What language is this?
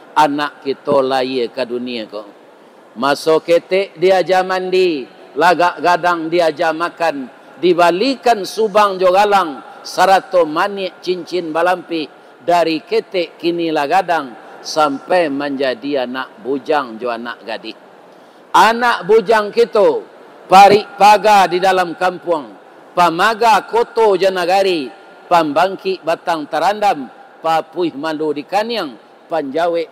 Minangkabau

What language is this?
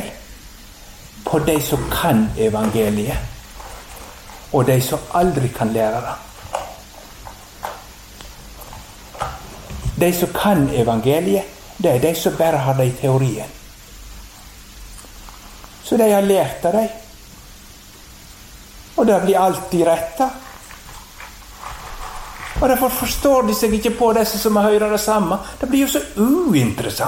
Norwegian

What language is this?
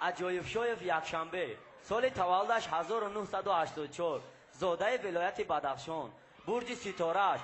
Tajik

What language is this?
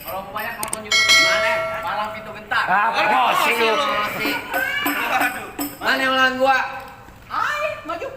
Betawi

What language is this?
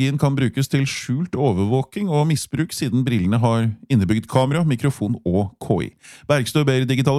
Norwegian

